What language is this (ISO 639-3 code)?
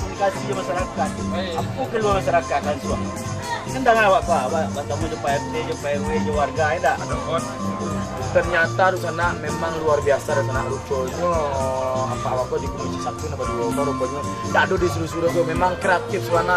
min